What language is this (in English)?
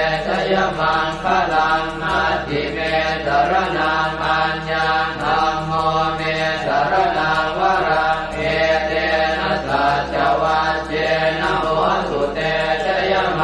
Pali